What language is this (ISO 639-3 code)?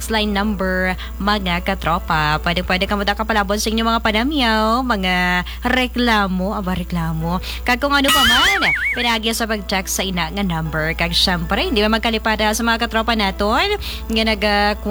hil